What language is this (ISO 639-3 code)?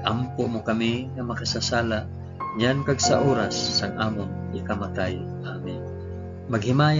hil